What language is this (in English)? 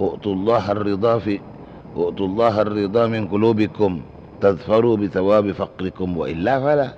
Madurese